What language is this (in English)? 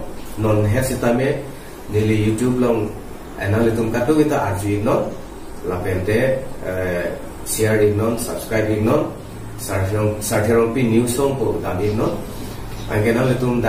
Karbi